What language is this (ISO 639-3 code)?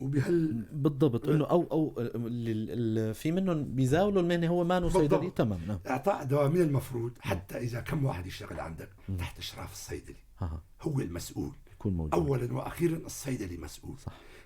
apc